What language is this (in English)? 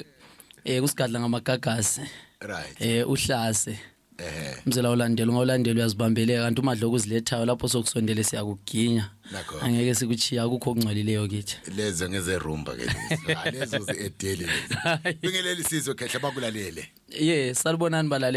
Zulu